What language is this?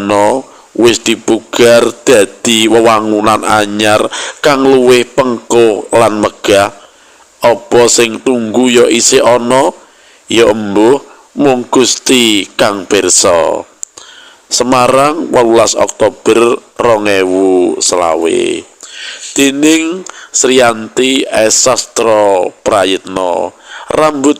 Javanese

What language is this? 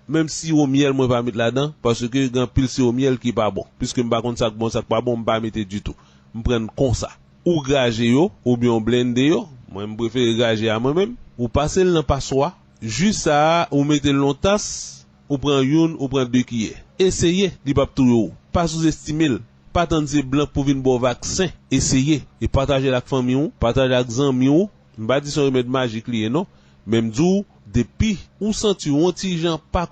Haitian Creole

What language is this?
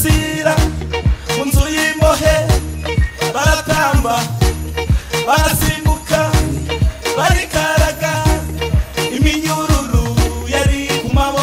Kinyarwanda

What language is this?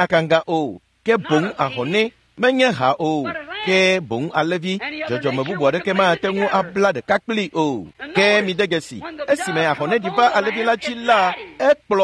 Ewe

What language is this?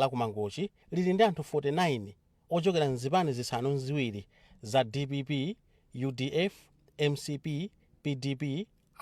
Nyanja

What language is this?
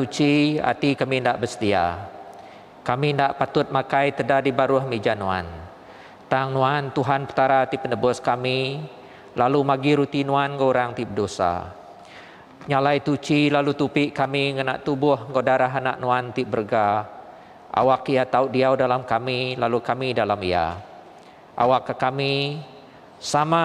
Iban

